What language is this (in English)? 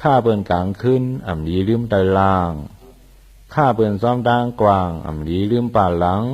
Shan